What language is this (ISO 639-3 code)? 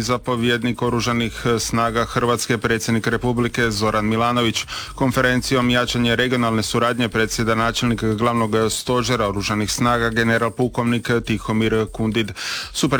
hrv